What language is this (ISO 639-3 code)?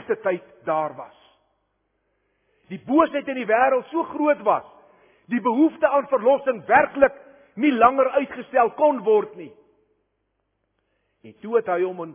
afr